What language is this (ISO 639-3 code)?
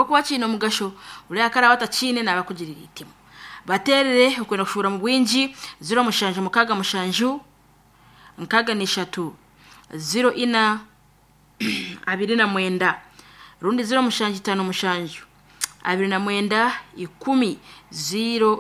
nyo